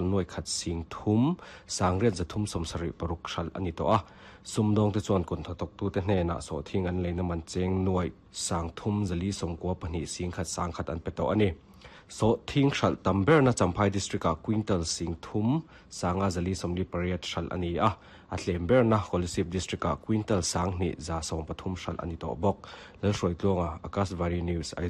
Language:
Mizo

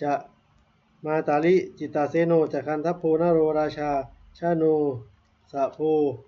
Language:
Pali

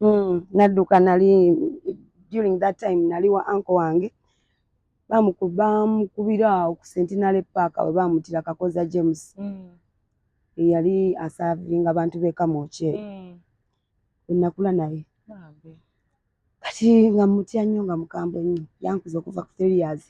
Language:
Ganda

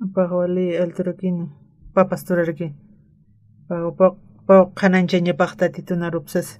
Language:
Aymara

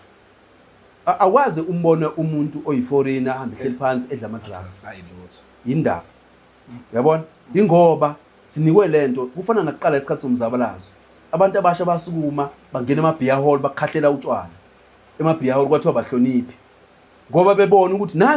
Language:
Zulu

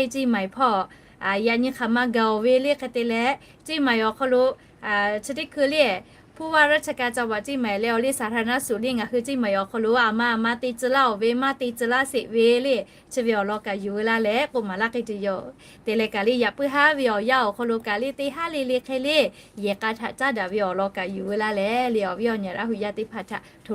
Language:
Lahu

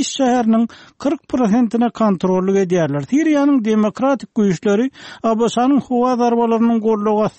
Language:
Turkmen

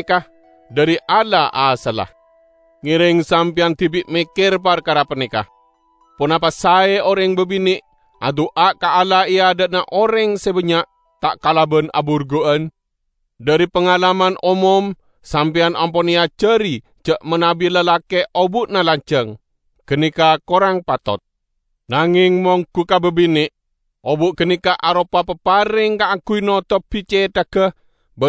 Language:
Madurese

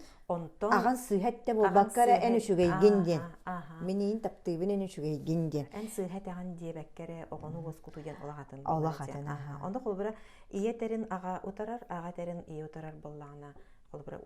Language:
Yakut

